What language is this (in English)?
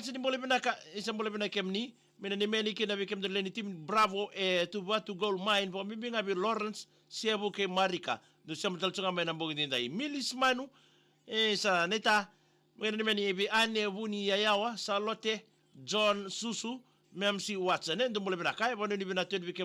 Fijian